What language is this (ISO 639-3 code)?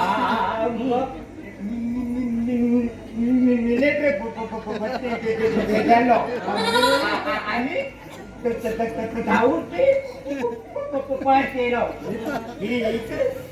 kok